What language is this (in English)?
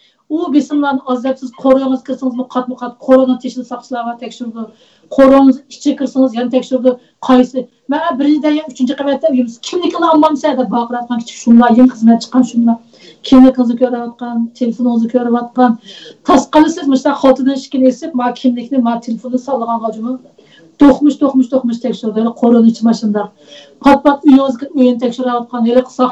Uyghur